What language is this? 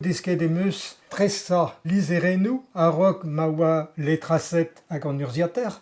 Breton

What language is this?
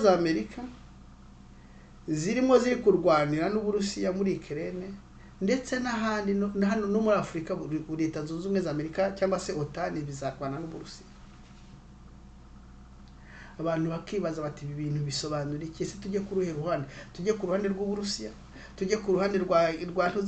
Kinyarwanda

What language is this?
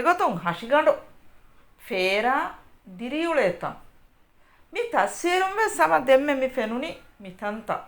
Divehi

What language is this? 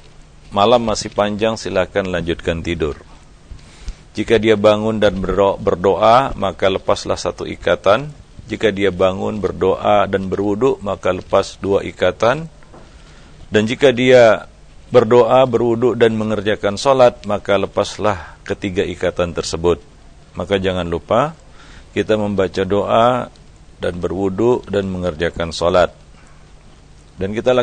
Indonesian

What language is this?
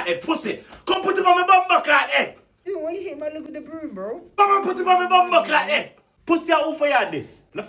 Jamaican Creole English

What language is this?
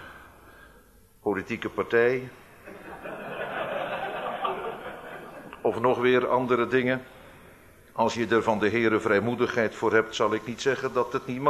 Dutch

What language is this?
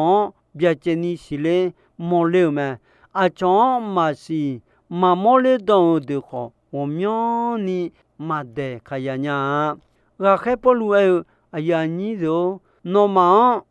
Akha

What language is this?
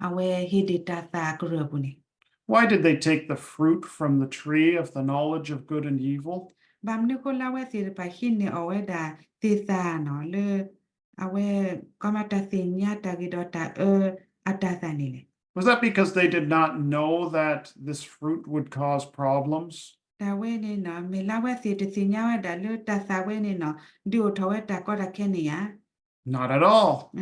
S'gaw Karen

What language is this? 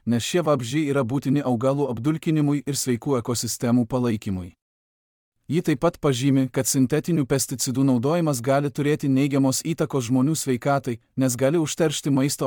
Lithuanian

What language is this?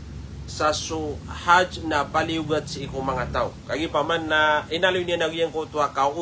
Maranao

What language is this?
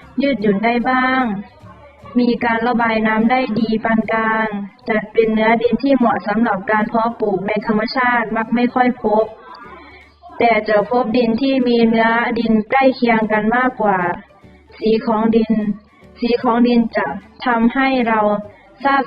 Lao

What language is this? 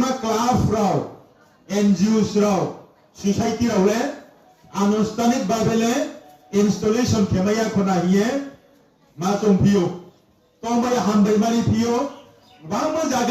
Riang (India)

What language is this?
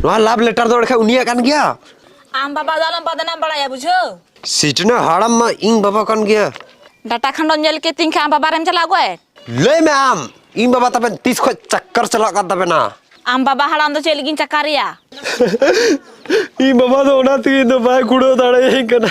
Santali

